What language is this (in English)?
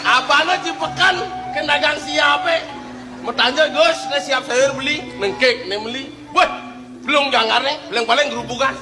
Balinese